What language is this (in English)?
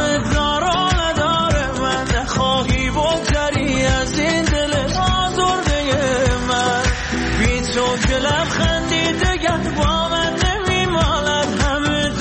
Persian